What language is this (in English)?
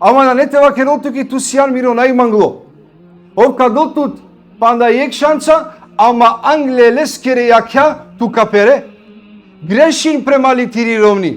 Balkan Romani